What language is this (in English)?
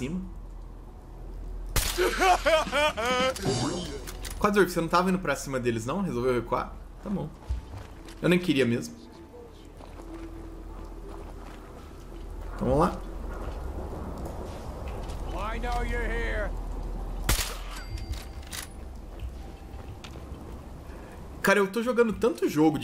Portuguese